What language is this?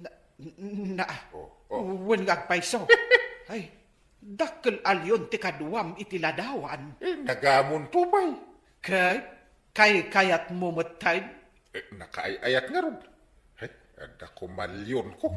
Iloko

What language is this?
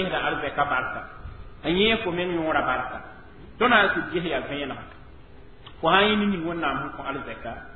Mossi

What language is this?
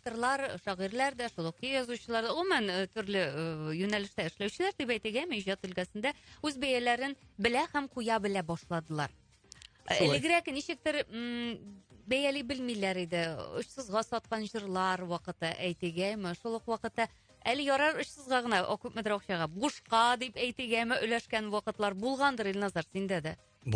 Tatar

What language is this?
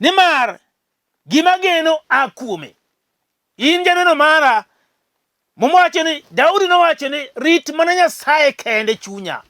Luo (Kenya and Tanzania)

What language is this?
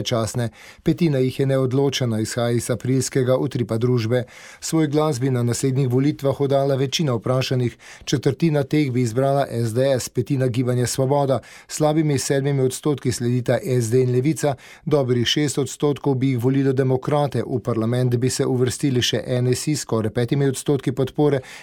Slovenian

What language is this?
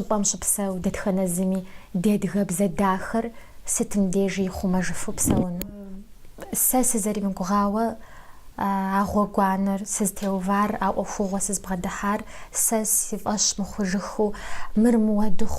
Kabardian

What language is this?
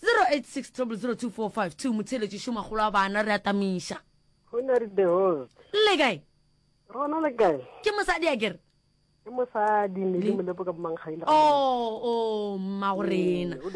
Northern Sotho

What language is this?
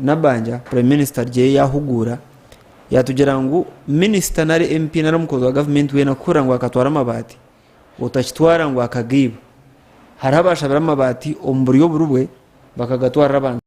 Nyankole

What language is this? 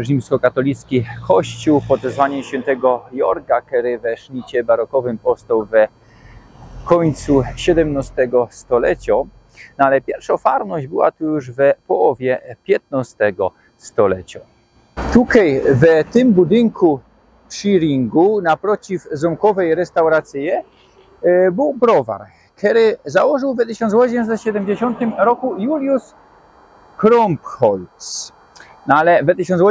Silesian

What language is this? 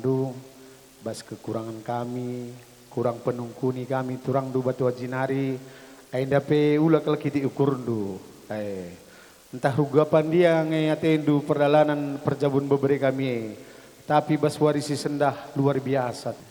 Batak Karo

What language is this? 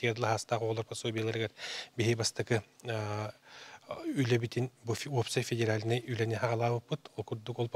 Yakut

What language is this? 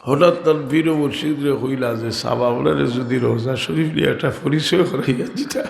Sylheti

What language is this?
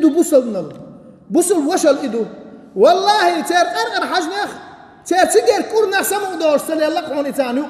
Chechen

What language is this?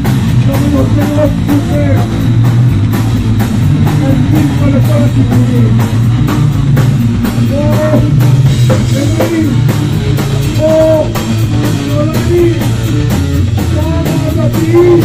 Hebrew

